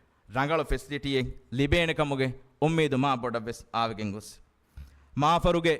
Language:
Divehi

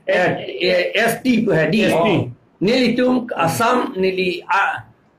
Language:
Karbi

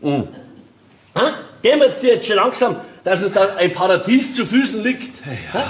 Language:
Bavarian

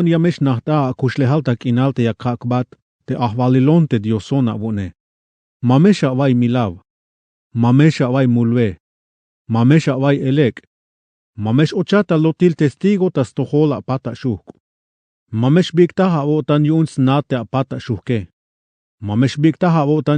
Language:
Tzeltal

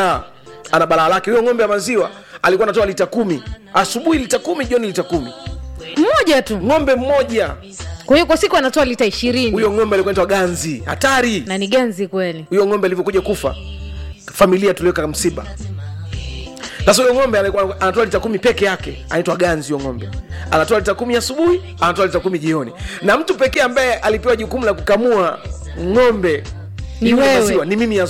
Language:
Swahili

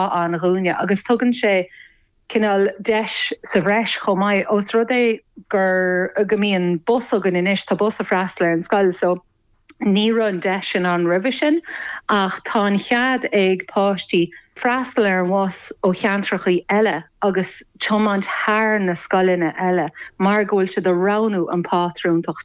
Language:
Irish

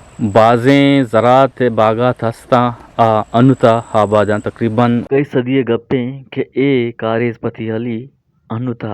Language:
Eastern Balochi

